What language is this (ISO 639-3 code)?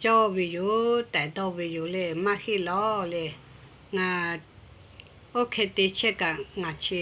lhu